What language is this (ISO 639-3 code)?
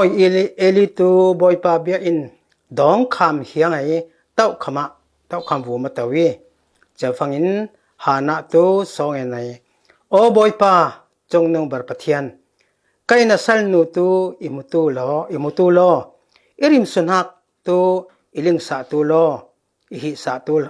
cfm